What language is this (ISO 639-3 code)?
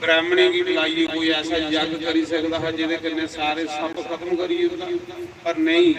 doi